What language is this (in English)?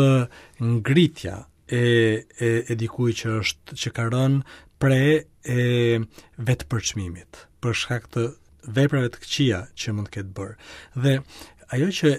Albanian